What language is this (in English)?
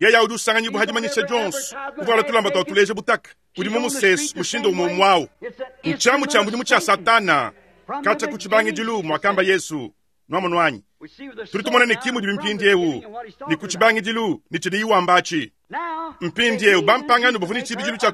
Luba-Lulua